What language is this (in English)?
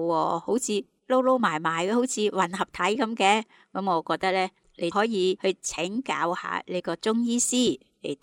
Cantonese